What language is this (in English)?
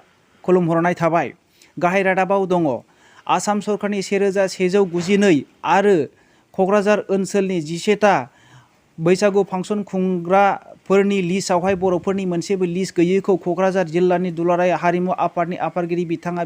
Bodo